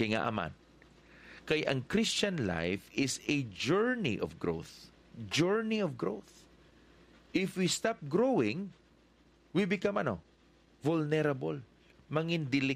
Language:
Hiligaynon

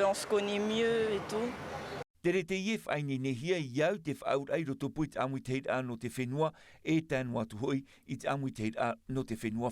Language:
Tahitian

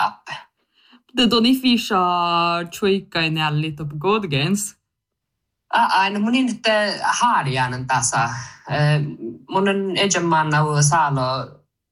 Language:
Northern Sami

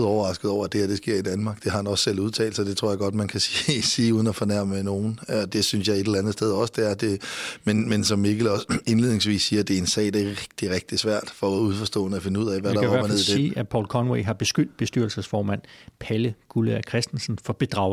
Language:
Danish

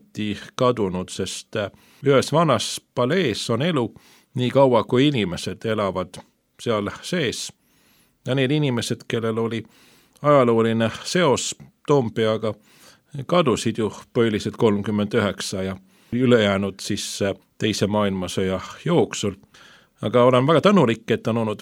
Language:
Estonian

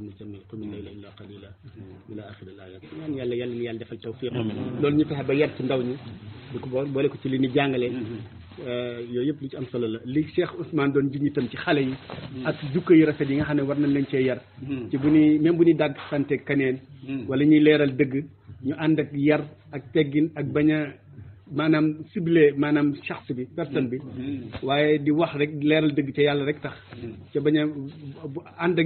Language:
Wolof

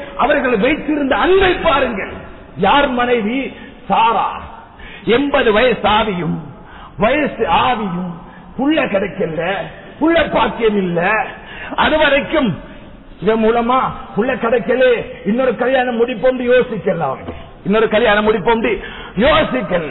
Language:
Tamil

